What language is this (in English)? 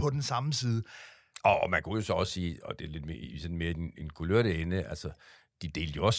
Danish